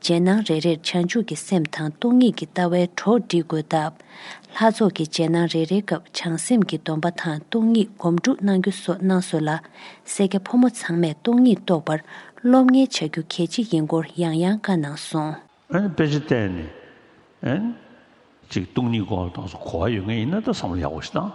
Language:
Tibetan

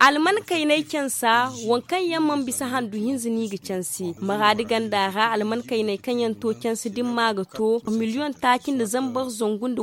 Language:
Zarma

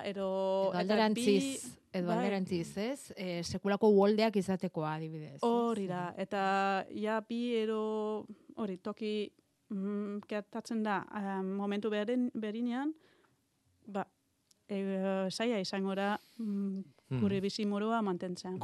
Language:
Basque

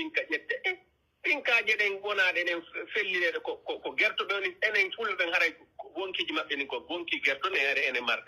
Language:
Pular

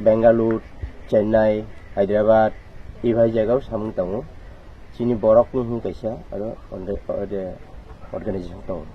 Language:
Kok Borok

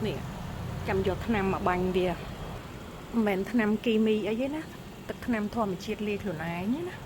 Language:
Khmer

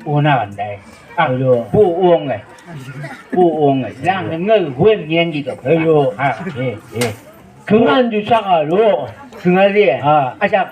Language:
Chang Naga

